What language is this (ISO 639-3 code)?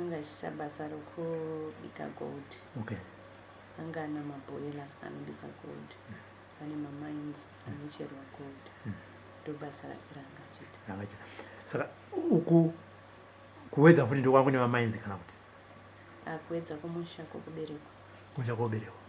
sna